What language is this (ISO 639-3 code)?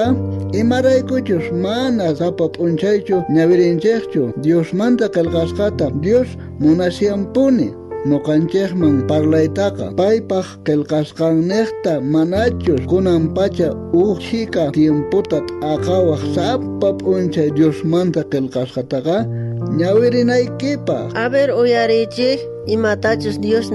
quh